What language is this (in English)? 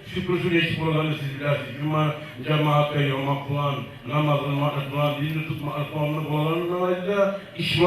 Kumyk